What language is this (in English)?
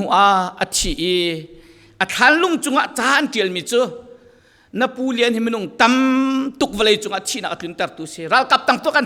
Falam Chin